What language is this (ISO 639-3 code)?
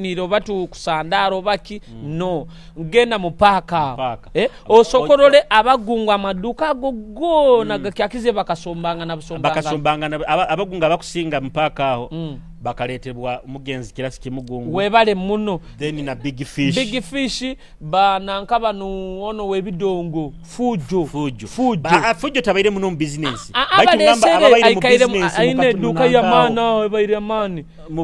nyo